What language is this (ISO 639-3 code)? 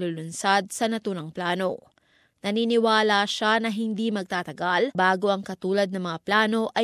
fil